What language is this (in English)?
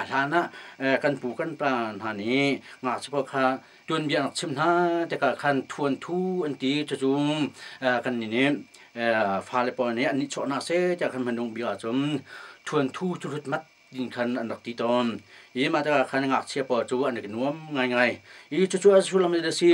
Hakha Chin